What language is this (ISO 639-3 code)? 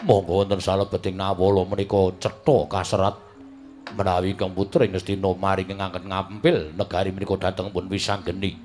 jav